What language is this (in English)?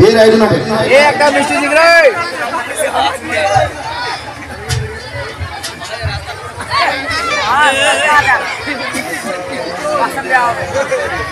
Bangla